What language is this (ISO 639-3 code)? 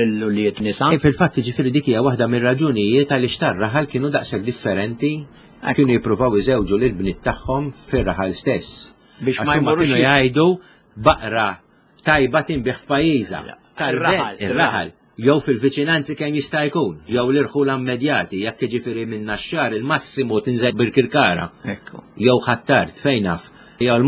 mlt